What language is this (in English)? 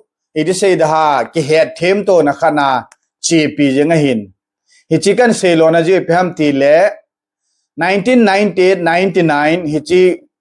Thado Chin